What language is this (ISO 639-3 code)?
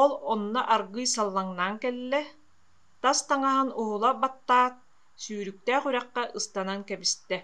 sah